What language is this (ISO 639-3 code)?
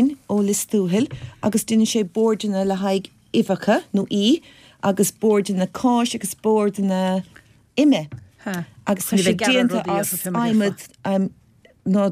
gle